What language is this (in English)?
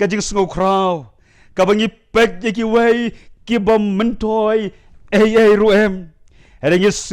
Khasi